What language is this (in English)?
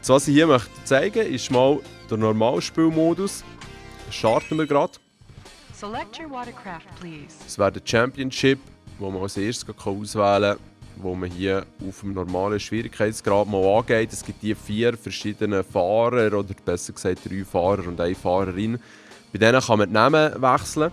Swiss German